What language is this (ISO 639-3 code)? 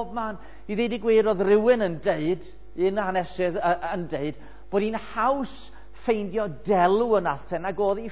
cym